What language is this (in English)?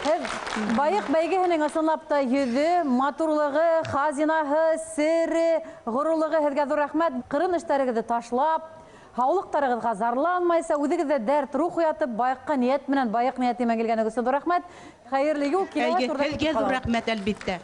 Bashkir